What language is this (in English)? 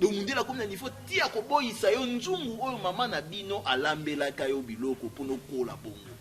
Lingala